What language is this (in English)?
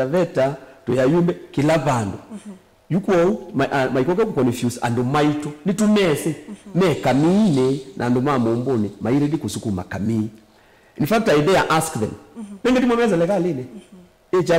Kamba